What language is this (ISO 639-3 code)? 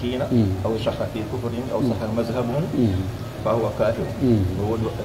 fuf